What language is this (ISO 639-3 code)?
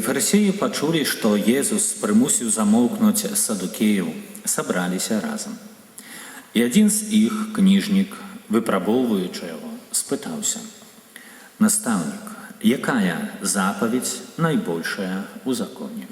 bel